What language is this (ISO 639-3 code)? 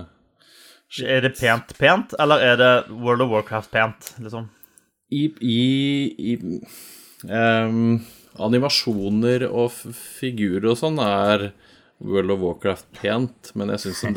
nor